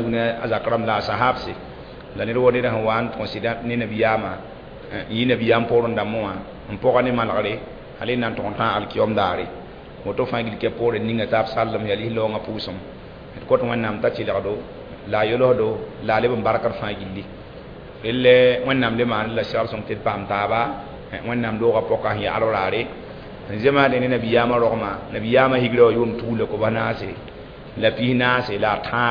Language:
Mossi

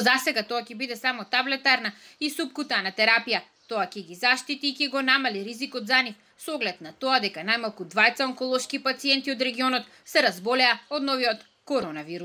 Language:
Macedonian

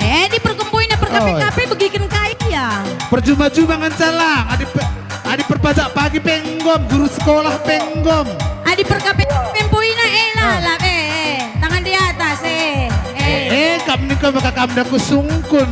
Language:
Batak Karo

